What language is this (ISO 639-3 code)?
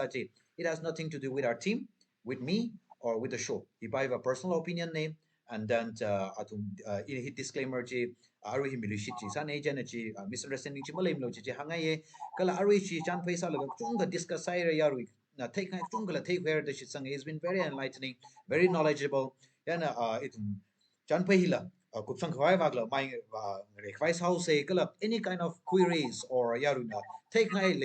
nmf